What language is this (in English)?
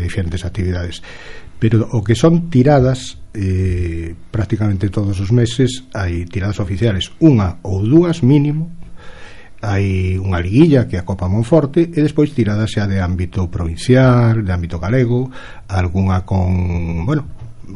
Galician